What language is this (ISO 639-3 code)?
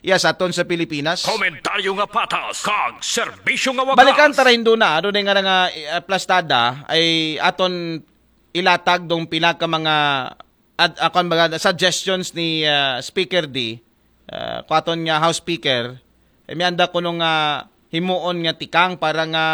akl